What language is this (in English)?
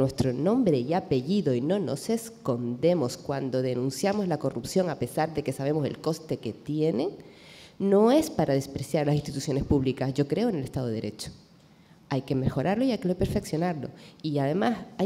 Spanish